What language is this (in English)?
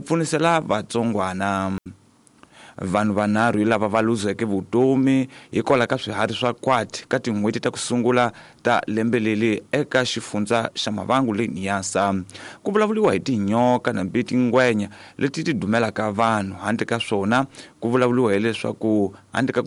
Tsonga